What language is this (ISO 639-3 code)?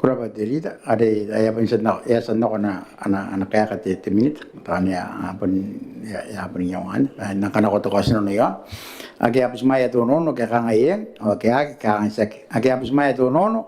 gil